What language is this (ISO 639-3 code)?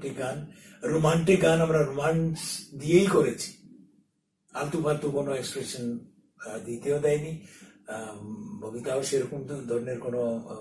ben